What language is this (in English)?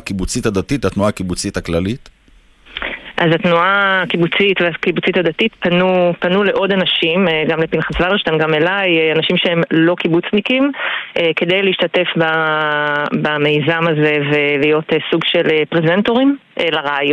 Hebrew